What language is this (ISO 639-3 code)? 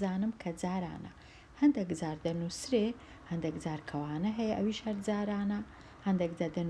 ckb